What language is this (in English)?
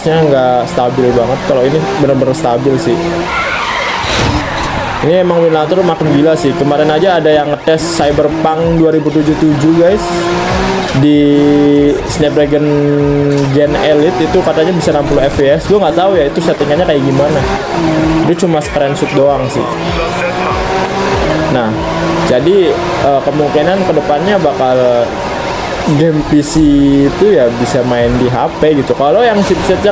Indonesian